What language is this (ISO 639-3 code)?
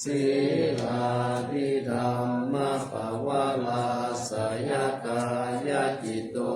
pli